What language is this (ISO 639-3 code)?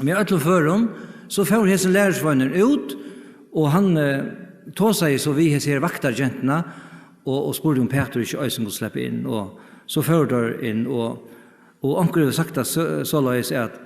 fao